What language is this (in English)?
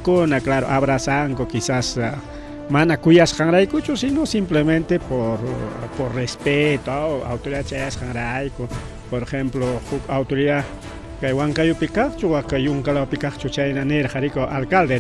Ayacucho Quechua